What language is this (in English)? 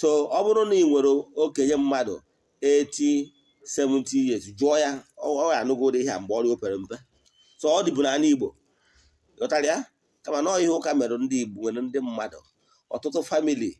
Igbo